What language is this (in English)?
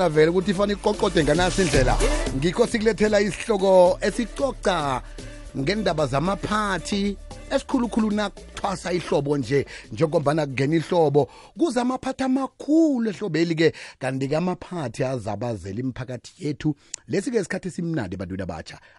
South Ndebele